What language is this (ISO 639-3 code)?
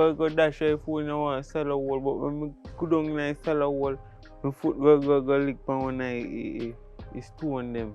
jam